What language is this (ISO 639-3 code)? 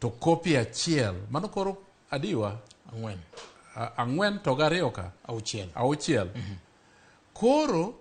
luo